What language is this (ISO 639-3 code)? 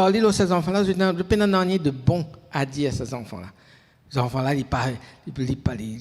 mfe